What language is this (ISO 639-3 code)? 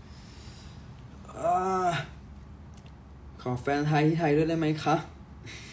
tha